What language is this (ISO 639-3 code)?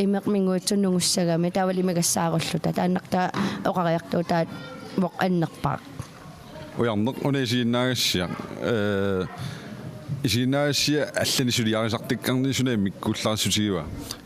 kal